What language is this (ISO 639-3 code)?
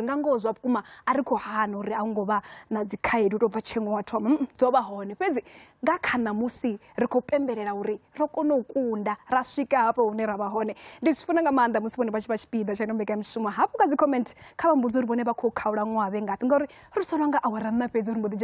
ven